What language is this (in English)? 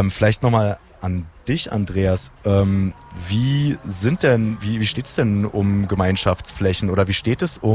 German